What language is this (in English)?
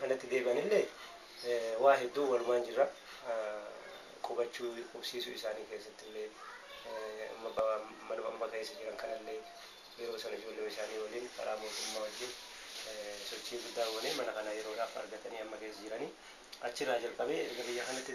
Oromo